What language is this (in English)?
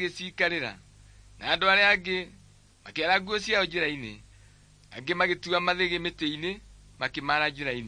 Kikuyu